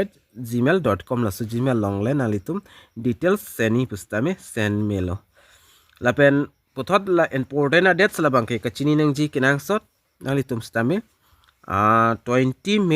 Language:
Karbi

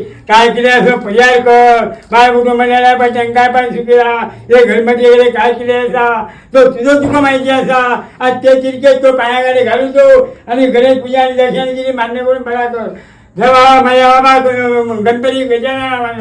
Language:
Konkani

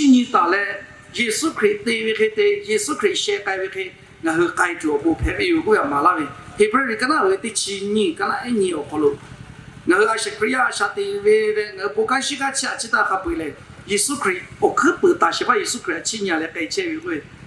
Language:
Lahu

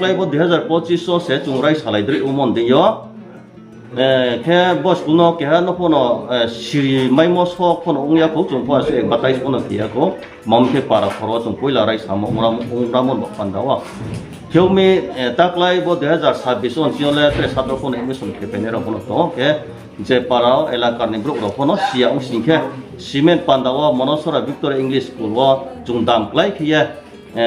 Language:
Riang (India)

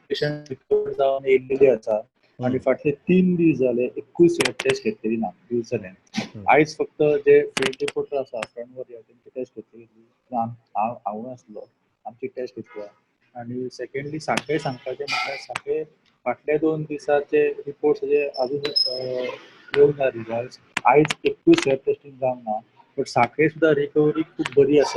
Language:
Konkani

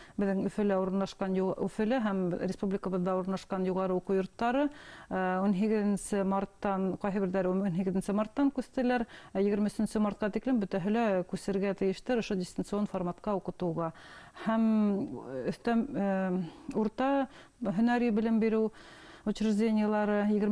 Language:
Bashkir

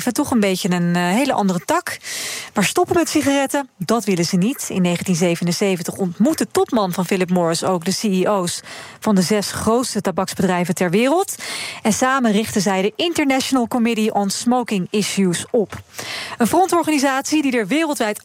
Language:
Dutch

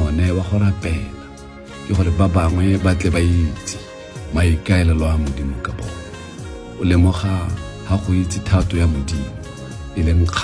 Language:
Tswana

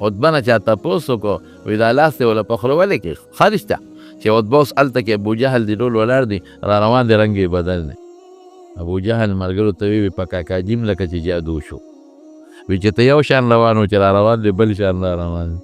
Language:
Pashto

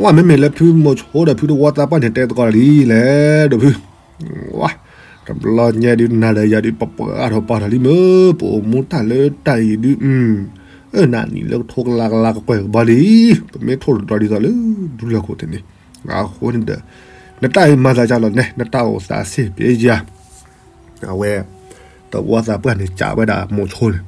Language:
S'gaw Karen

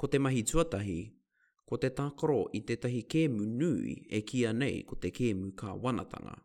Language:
Māori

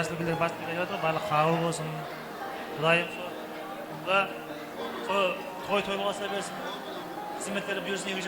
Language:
Kara-Kalpak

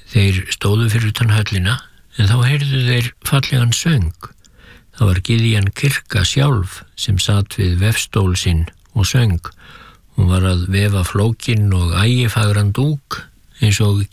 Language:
Icelandic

